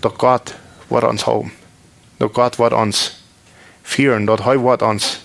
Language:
Plautdietsch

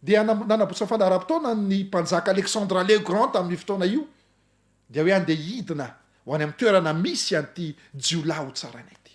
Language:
Malagasy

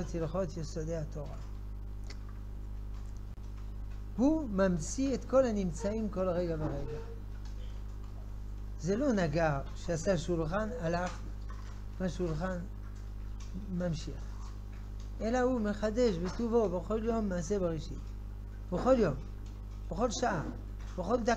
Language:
Hebrew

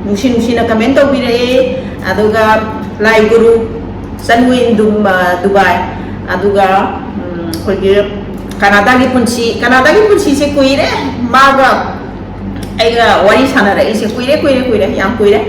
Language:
Manipuri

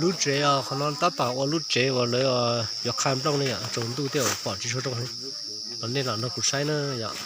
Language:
Hmong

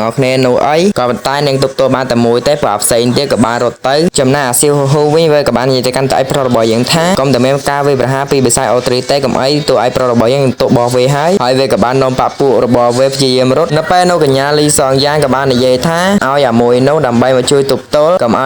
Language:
Khmer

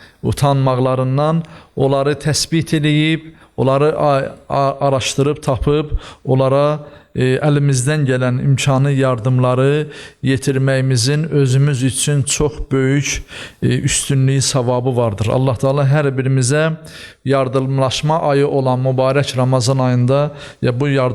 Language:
Azerbaijani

